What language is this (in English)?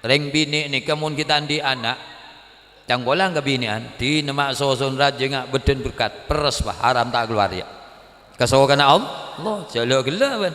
Madurese